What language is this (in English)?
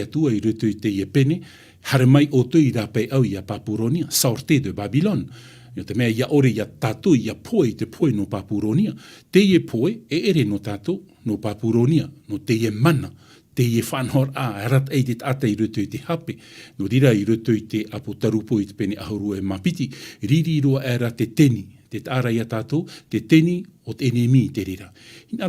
Tahitian